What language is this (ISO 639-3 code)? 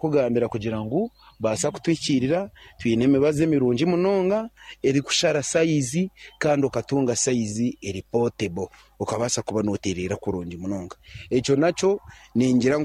nyn